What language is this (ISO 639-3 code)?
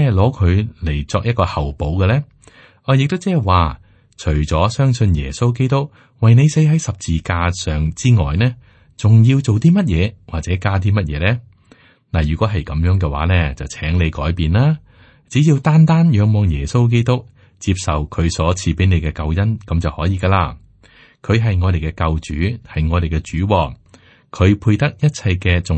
yue